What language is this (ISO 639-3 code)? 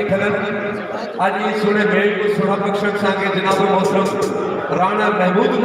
skr